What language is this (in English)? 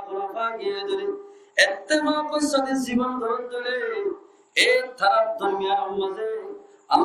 Rohingya